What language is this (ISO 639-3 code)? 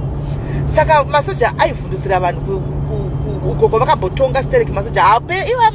sna